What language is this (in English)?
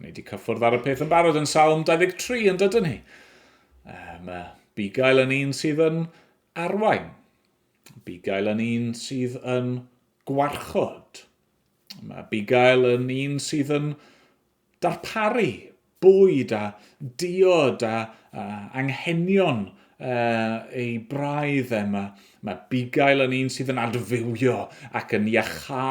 Welsh